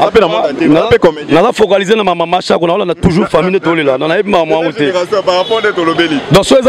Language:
Lingala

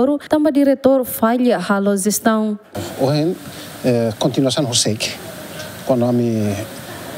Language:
Tetum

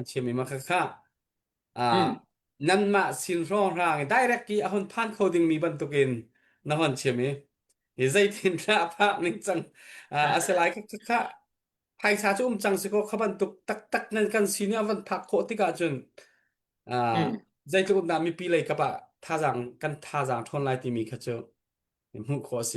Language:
Hakha Chin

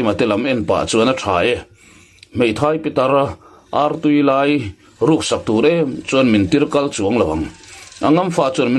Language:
Mizo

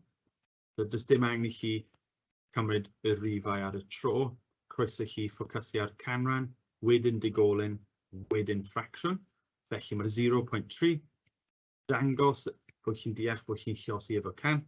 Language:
Welsh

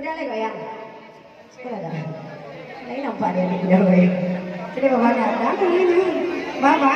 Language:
Minangkabau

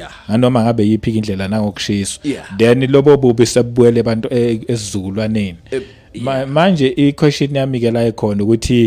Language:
Zulu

